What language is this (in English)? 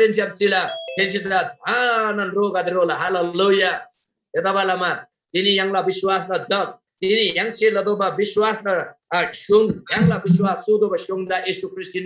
Eastern Tamang